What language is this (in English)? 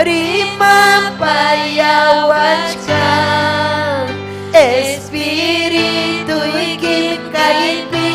Ayacucho Quechua